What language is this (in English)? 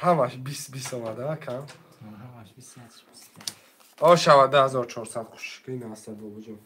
Tajik